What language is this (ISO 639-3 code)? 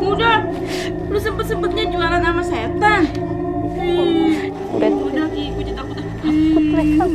bew